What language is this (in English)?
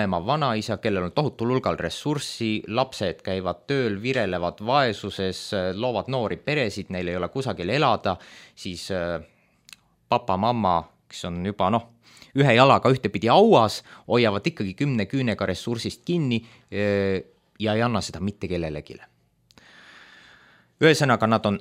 Estonian